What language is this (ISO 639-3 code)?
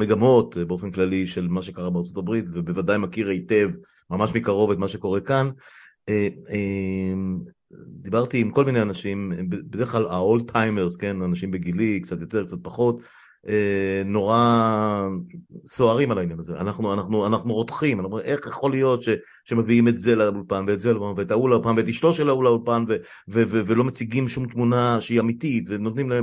heb